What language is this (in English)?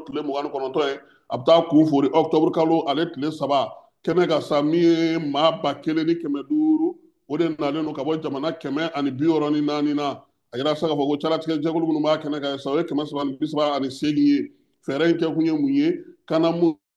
Bambara